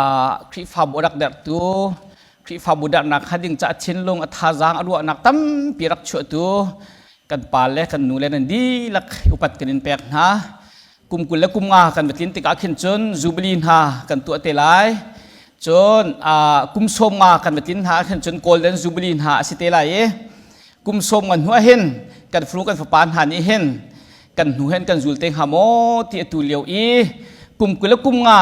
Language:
Hakha Chin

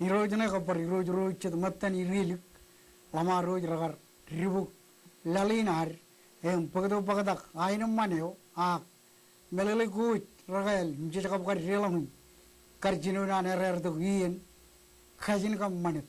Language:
Marshallese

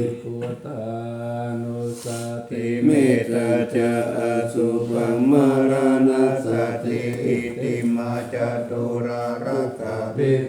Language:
Pali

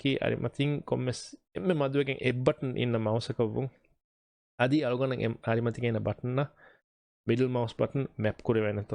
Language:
Divehi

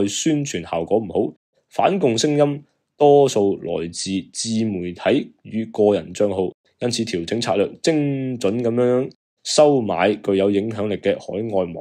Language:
Cantonese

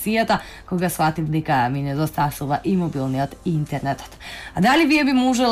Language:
Macedonian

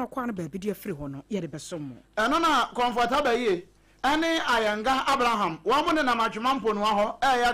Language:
Akan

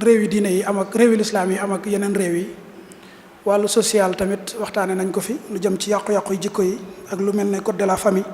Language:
Wolof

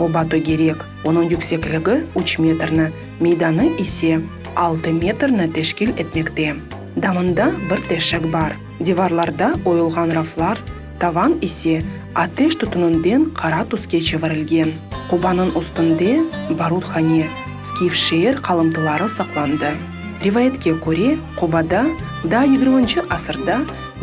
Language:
Crimean Tatar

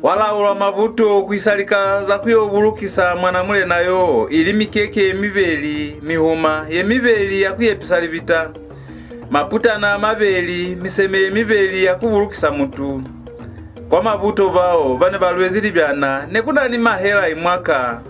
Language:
Lozi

